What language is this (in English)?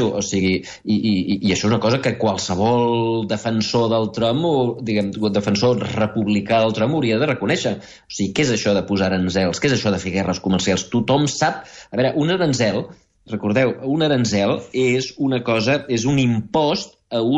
Catalan